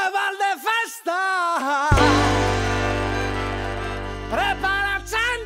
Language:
Basque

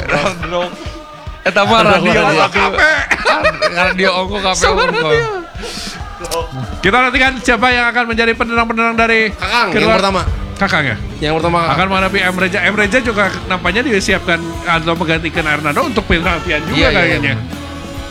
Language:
Indonesian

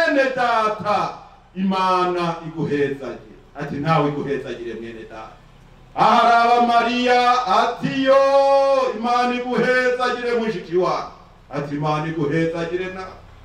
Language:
Rundi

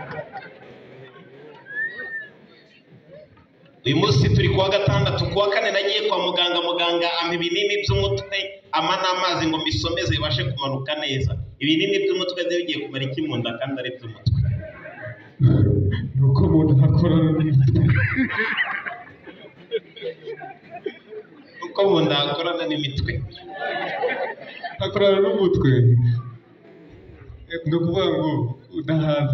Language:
Kinyarwanda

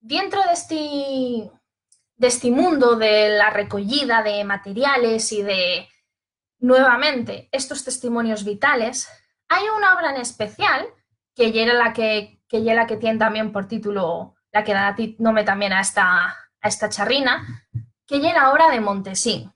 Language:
Asturian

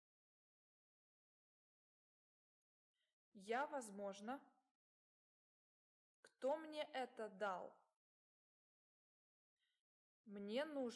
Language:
Russian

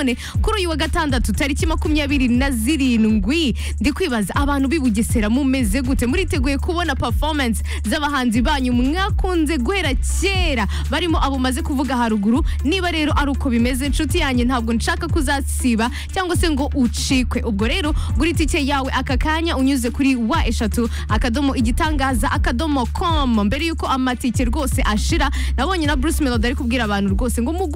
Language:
Kinyarwanda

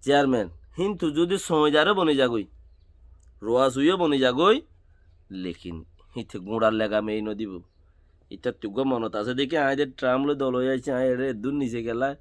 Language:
Rohingya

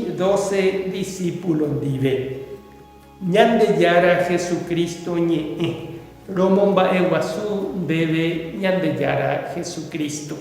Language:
Guarani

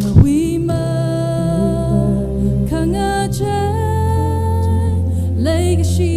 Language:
Tangkhul Naga (India)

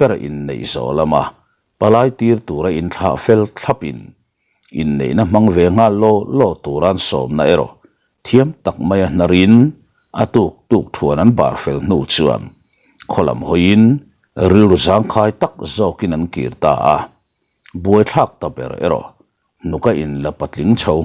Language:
Mizo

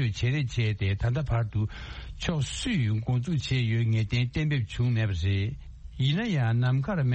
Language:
Tibetan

